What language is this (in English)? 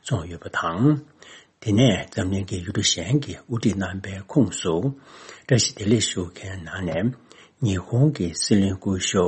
Tibetan